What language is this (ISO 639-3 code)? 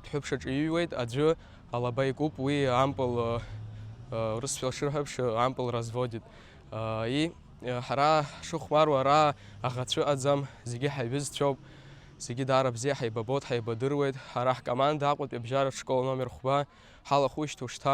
abk